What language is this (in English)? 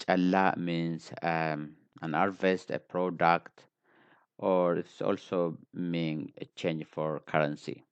English